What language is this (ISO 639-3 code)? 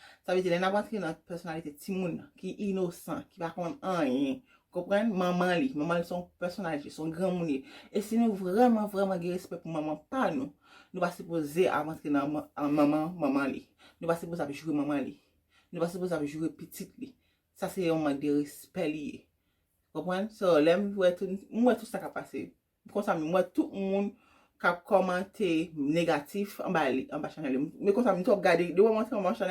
hat